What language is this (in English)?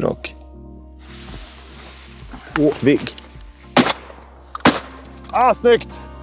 Swedish